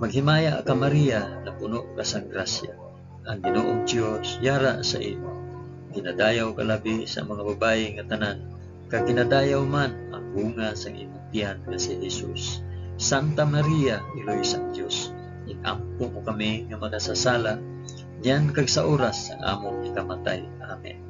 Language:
Hiligaynon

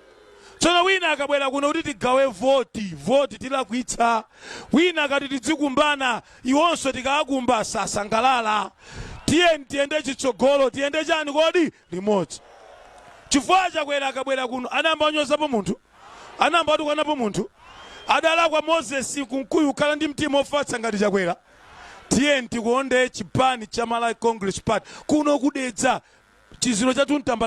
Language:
Nyanja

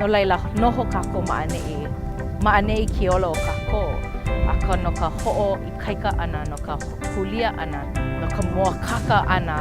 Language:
Hawaiian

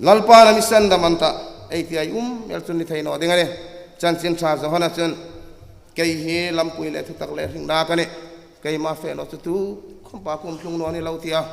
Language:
Hmar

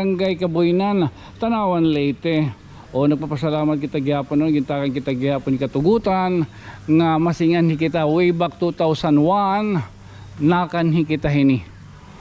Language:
Waray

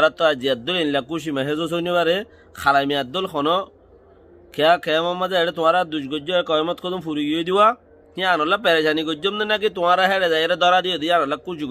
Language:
Rohingya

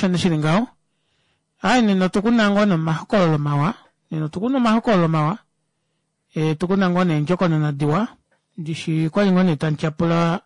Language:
Kuanyama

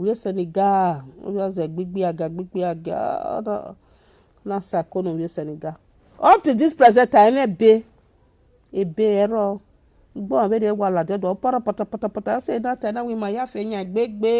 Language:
Nigerian Pidgin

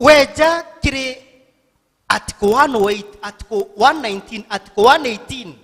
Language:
Meru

